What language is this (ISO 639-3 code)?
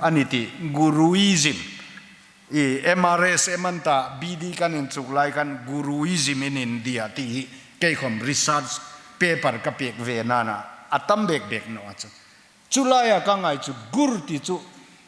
hmr